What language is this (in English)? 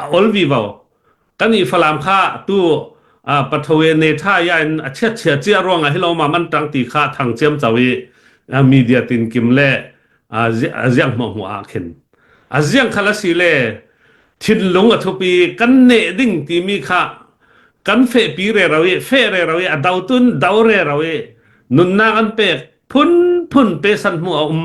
Hakha Chin